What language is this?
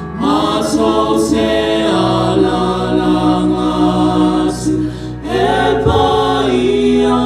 Samoan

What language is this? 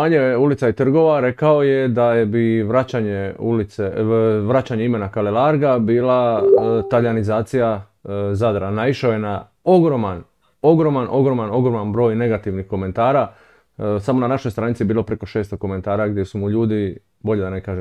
Croatian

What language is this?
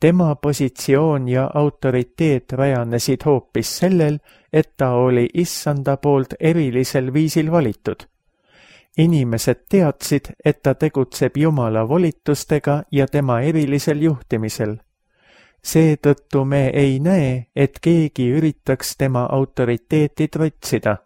Estonian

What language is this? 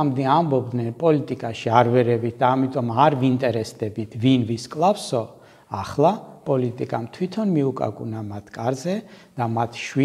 Georgian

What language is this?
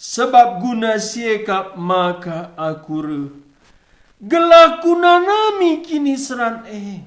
Batak Karo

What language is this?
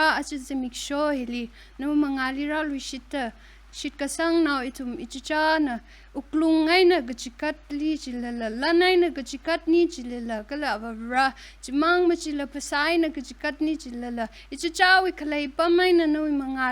Tangkhul Naga (India)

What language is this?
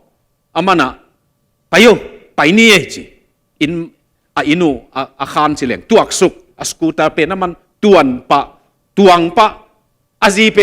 Tedim Chin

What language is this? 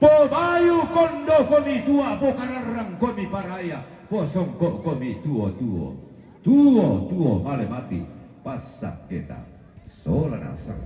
Toraja-Sa'dan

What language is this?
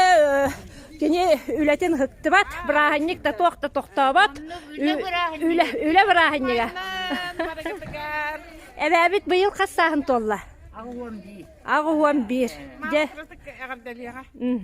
Yakut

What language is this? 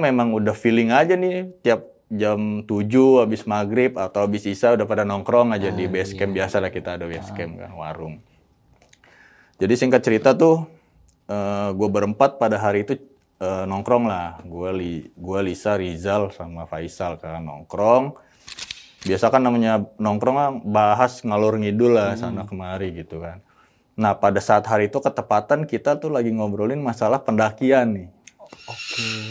Indonesian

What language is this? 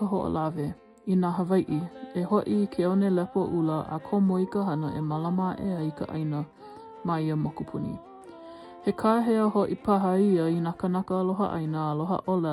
Hawaiian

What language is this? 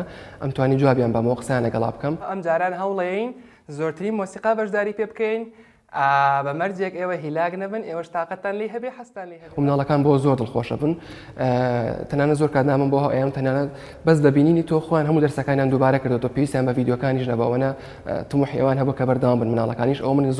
Central Kurdish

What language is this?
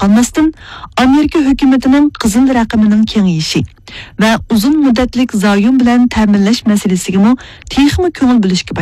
Uyghur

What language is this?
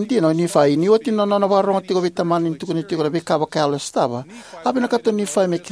Fijian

